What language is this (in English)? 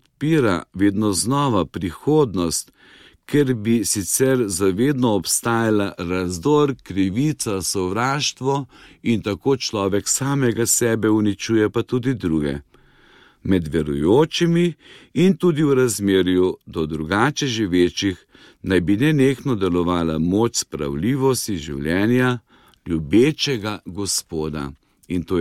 Slovenian